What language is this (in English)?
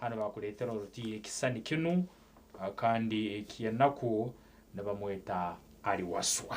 Nyankole